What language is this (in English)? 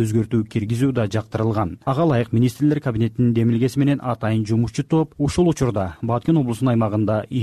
Kyrgyz